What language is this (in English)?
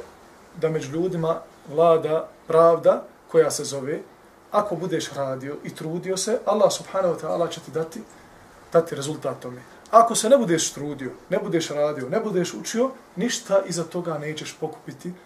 Bosnian